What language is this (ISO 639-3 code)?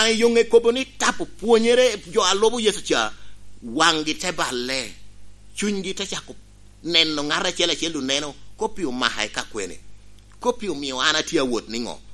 laj